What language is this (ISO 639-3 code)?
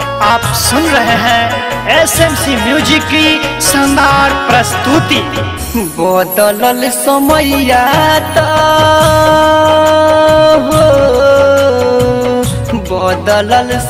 bho